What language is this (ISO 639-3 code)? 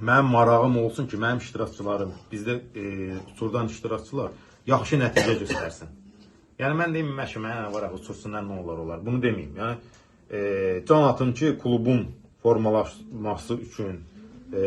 aze